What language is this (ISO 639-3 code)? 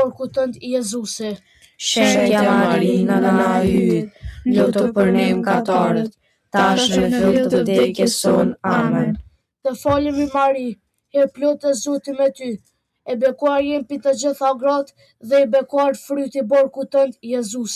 sqi